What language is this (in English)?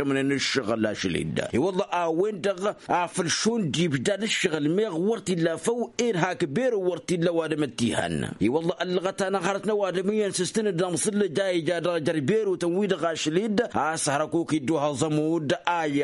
Tamasheq